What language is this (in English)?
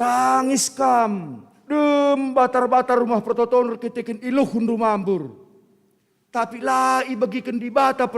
Batak Karo